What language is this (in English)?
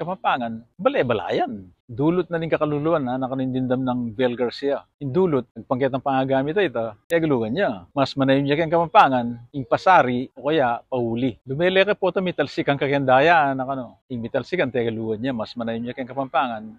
Pampanga